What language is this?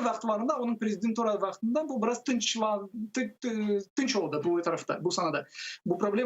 Crimean Tatar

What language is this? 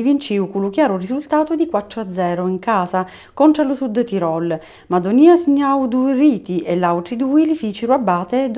Sicilian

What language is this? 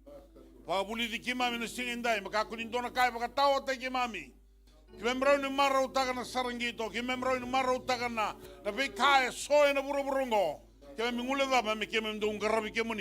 Fijian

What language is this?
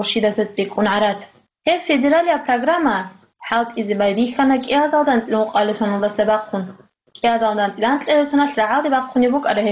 Avaric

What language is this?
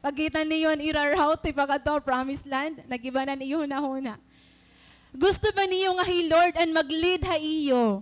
Waray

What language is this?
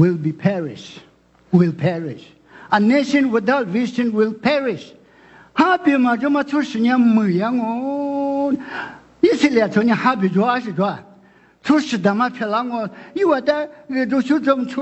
Lisu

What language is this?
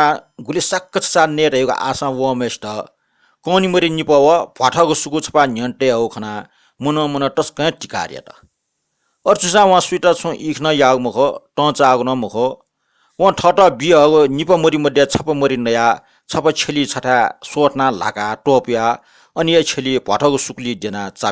Newari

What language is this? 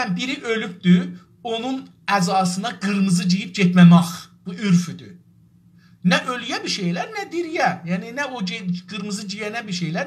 South Azerbaijani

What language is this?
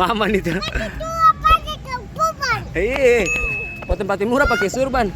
Ambonese Malay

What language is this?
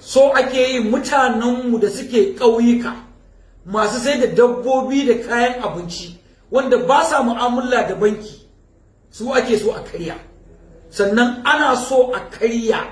Hausa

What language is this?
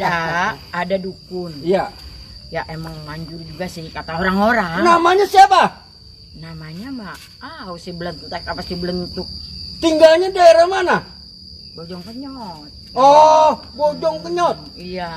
Betawi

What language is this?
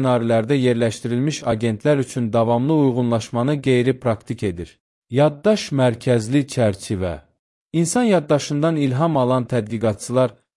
Azerbaijani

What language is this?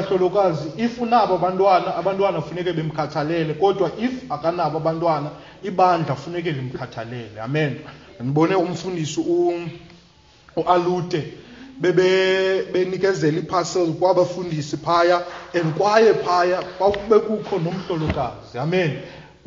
Xhosa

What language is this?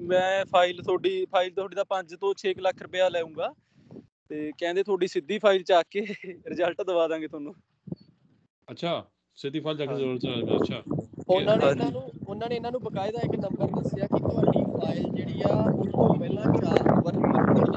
Punjabi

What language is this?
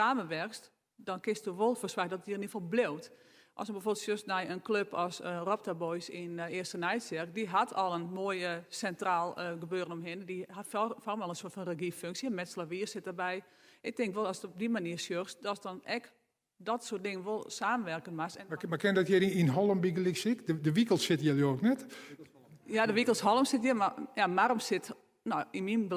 Western Frisian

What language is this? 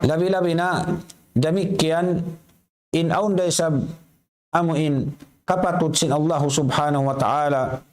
Tausug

